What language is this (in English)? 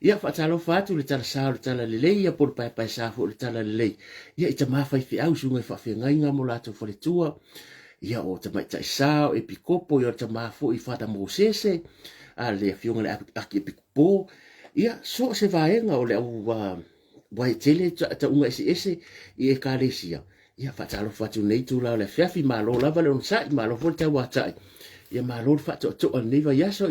Samoan